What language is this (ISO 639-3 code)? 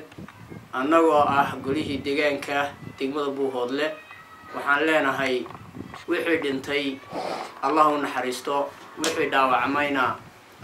som